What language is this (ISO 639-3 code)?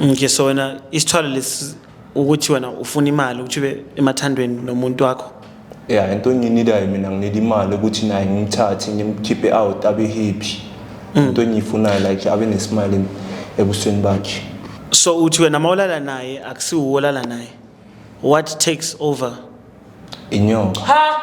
zul